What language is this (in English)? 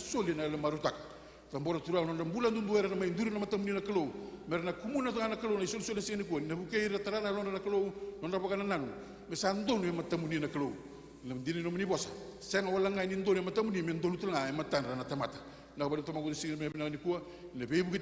Fijian